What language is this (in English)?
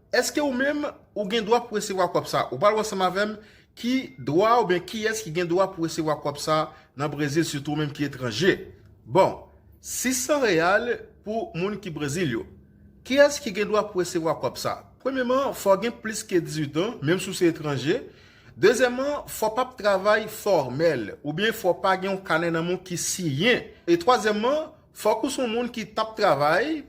Haitian Creole